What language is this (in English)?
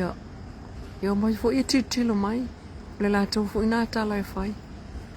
Samoan